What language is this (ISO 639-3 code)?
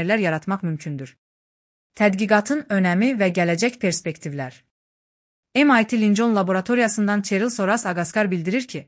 aze